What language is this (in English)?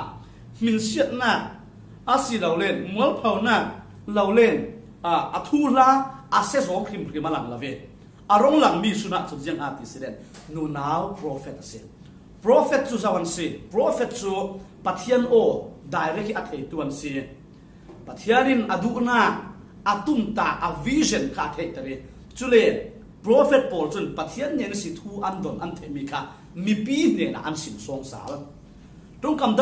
Falam Chin